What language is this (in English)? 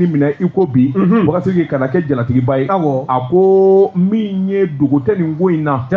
Bambara